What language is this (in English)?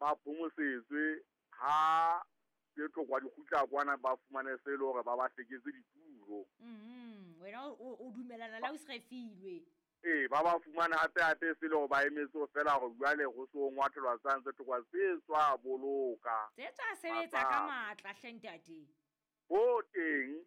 Southern Sotho